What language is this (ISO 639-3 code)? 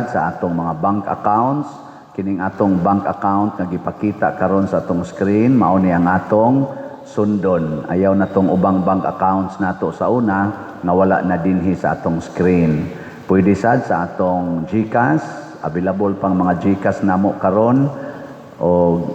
ceb